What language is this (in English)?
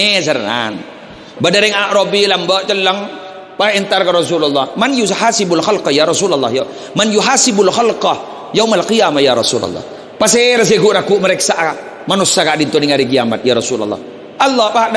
Madurese